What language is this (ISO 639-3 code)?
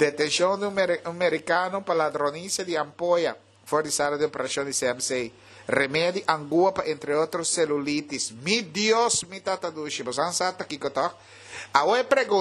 pap